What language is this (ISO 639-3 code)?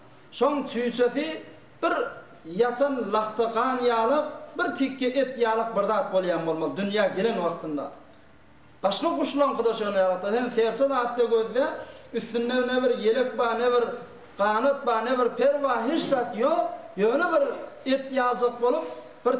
tuk